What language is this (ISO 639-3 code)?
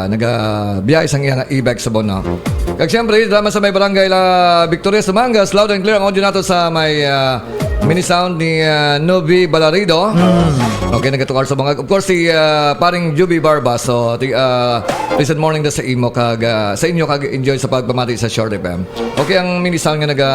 hil